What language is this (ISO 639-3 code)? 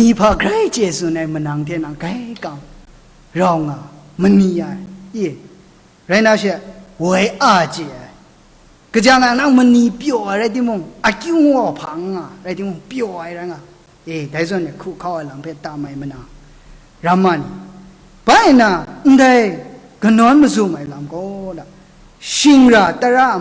kac